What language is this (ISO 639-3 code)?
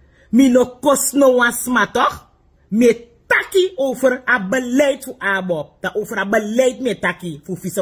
srn